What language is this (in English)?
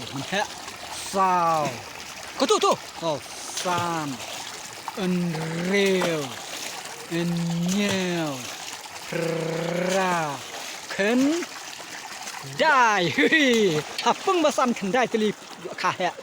Khasi